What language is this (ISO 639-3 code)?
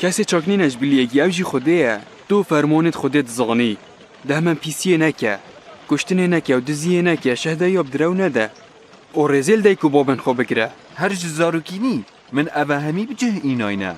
kur